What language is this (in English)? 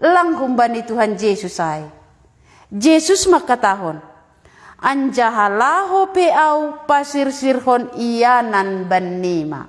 Batak Simalungun